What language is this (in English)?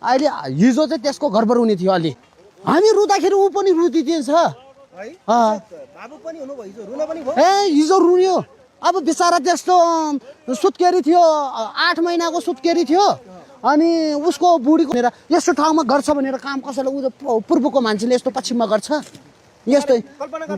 Nepali